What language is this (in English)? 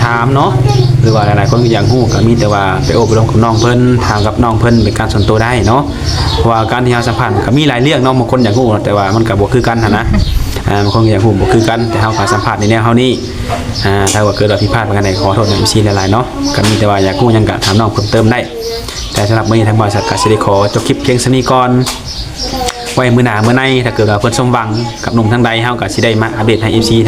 Lao